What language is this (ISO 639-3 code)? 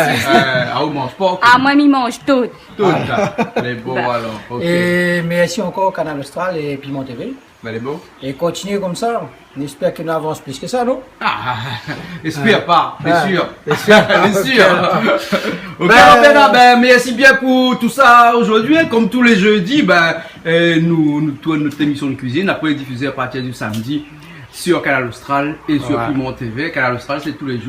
rcf